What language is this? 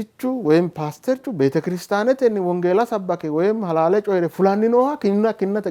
Sidamo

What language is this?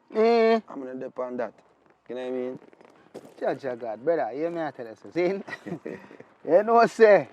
Jamaican Creole English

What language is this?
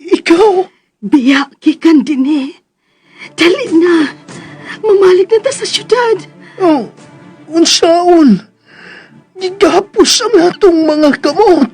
Cebuano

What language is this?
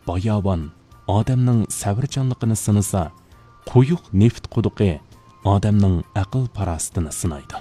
Uyghur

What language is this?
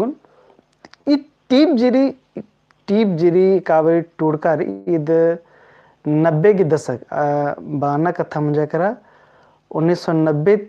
Kurukh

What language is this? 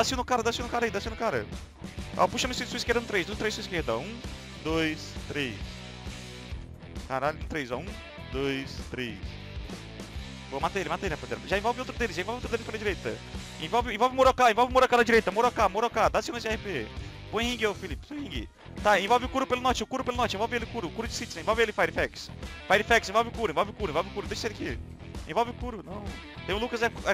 Portuguese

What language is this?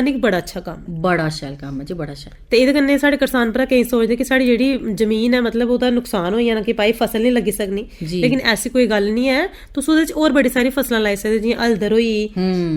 Dogri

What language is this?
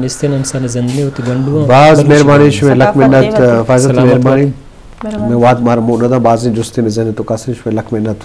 Eastern Balochi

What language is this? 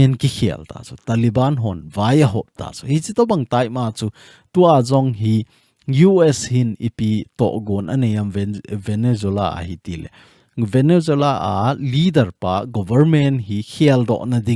Thado Chin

